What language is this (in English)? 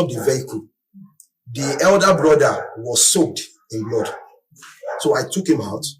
Nigerian Pidgin